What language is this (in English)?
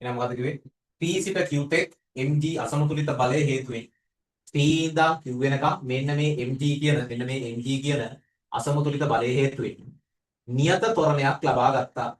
Sinhala